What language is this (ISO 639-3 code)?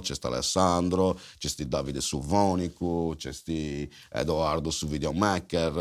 srd